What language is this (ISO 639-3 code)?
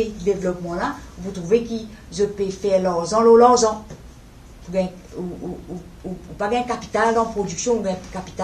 mfe